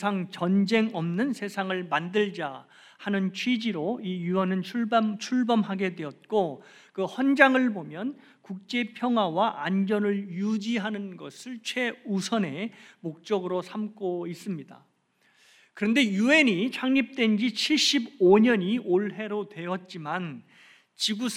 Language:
Korean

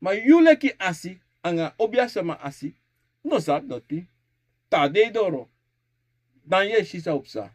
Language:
Sranan Tongo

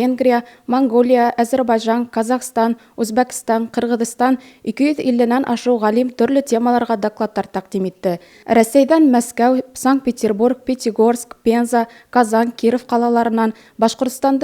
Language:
Bashkir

